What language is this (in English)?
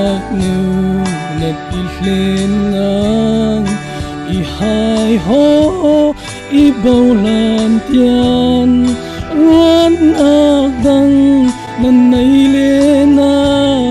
Falam Chin